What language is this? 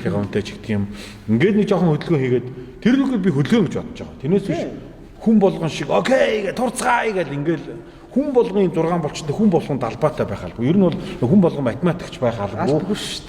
Mongolian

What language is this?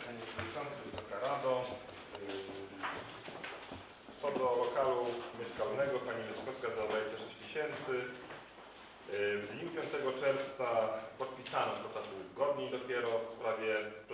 Polish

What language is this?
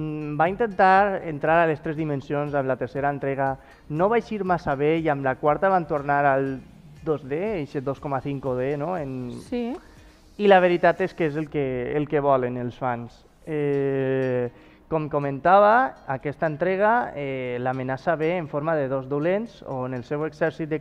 Catalan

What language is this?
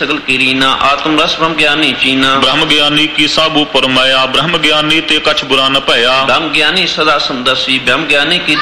Punjabi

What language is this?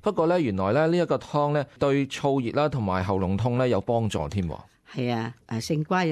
Cantonese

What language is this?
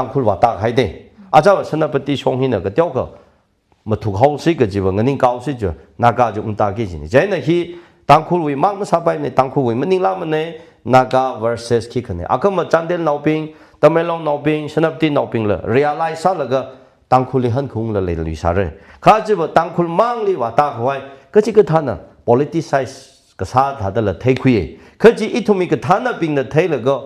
Tangkhul Naga (India)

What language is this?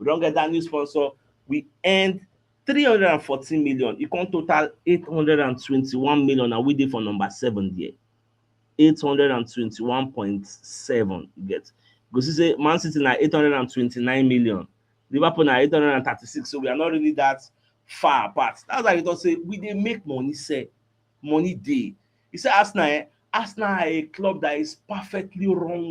Nigerian Pidgin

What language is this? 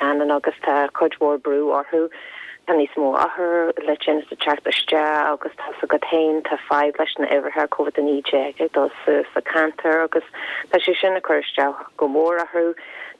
Irish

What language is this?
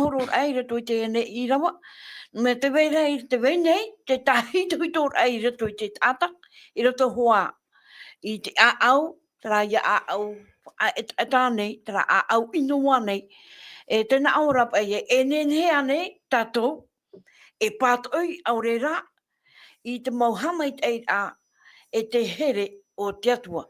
Tahitian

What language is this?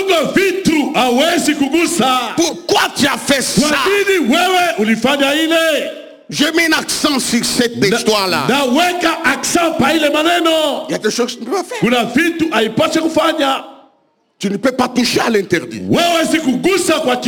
Swahili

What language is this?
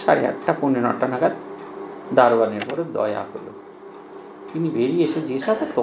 Bangla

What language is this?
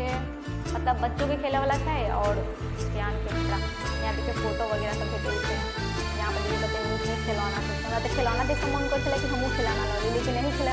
Maithili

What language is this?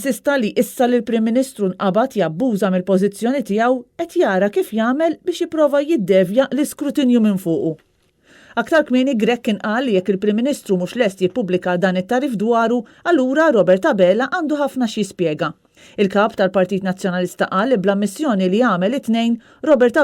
Maltese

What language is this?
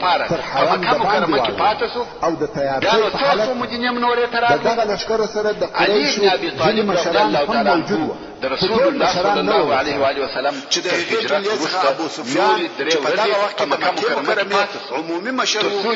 Pashto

